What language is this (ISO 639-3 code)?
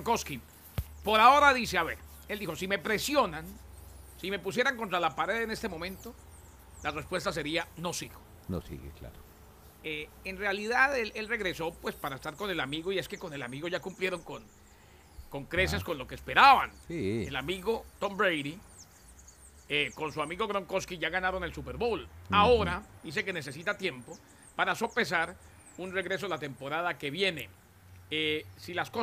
spa